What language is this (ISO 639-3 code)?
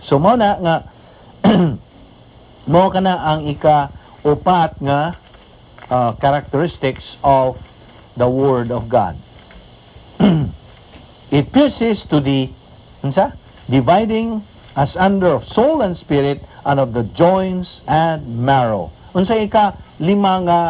ceb